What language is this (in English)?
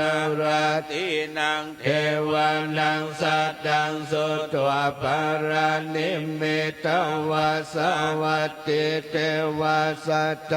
Pali